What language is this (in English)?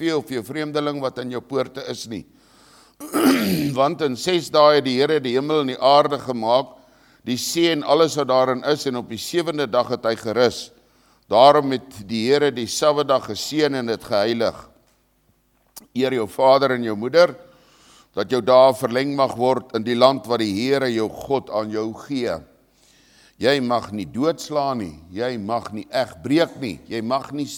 Afrikaans